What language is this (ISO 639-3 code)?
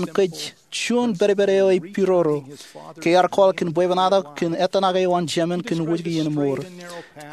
mah